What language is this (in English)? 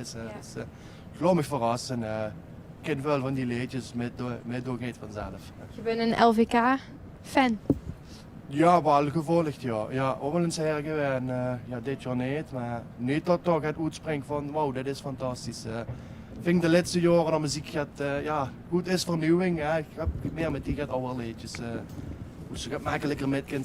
Limburgish